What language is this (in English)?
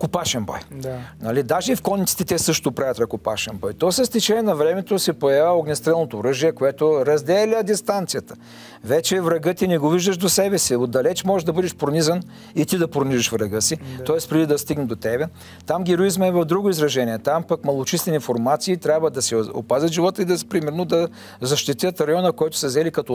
Bulgarian